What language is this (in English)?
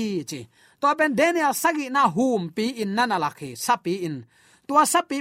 Tedim Chin